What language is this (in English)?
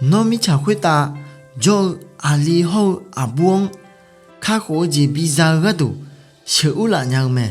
Akha